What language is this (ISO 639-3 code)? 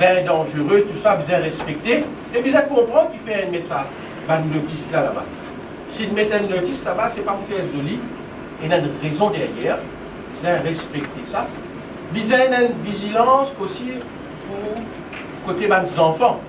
mfe